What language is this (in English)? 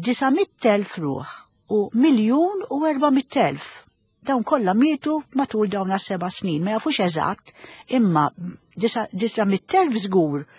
Maltese